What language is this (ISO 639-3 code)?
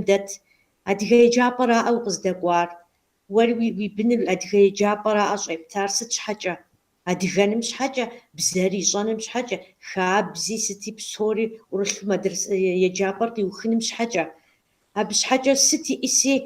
kbd